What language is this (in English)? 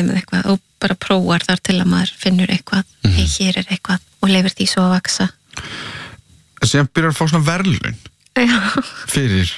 Icelandic